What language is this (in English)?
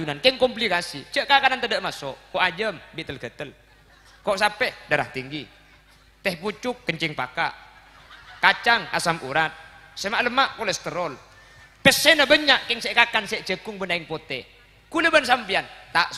Madurese